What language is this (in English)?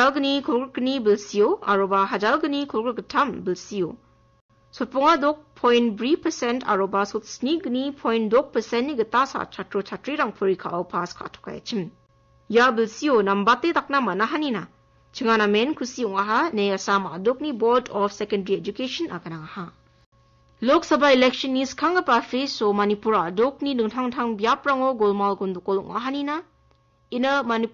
Garo